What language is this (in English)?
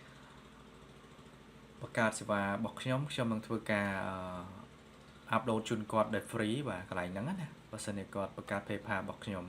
Khmer